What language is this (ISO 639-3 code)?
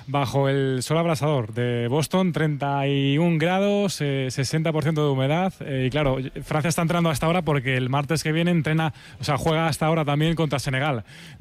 spa